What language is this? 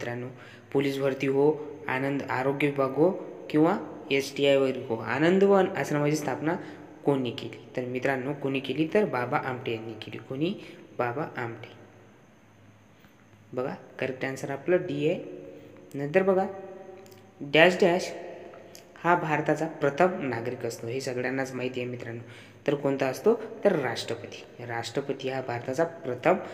Marathi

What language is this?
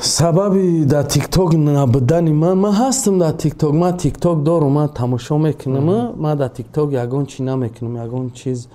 Tajik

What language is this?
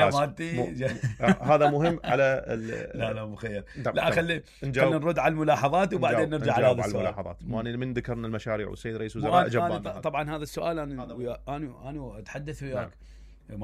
Mesopotamian Arabic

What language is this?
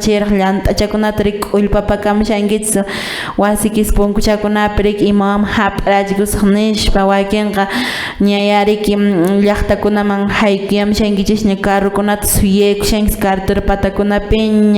Quechua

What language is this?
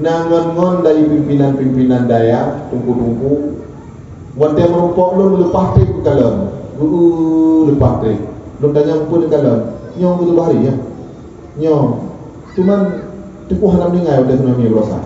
Achinese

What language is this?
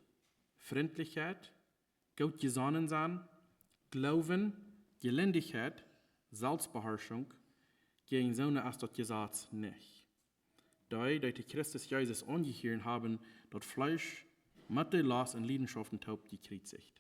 Plautdietsch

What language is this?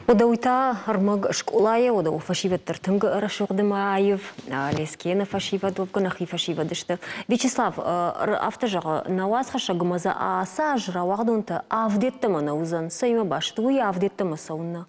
Ossetic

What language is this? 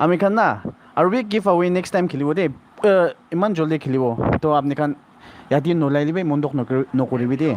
Naga Pidgin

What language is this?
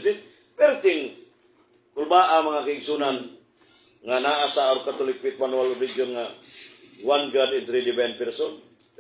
Cebuano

